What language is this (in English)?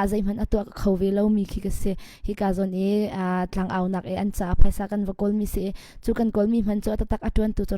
Hakha Chin